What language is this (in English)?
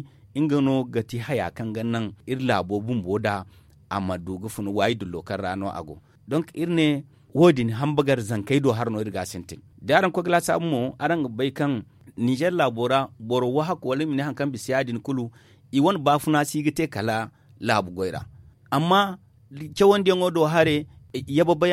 Zarma